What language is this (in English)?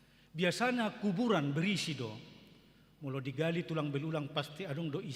Batak Toba